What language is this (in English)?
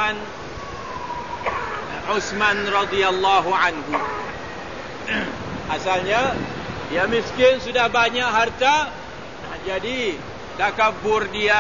Malay